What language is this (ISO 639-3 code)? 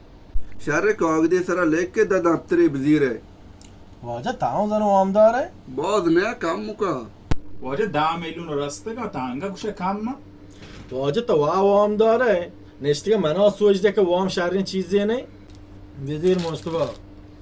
bal